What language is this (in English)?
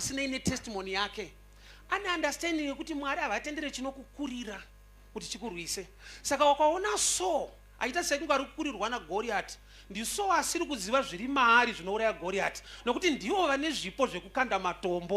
Shona